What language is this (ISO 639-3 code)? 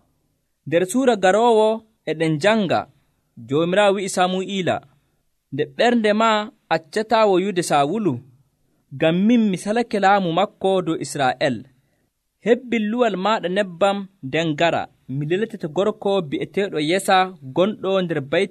fuv